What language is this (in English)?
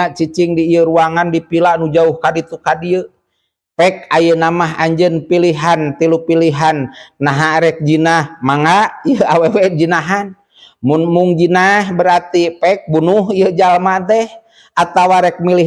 Sundanese